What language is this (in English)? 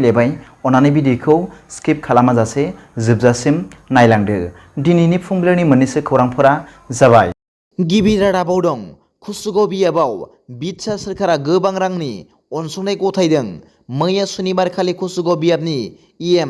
Bodo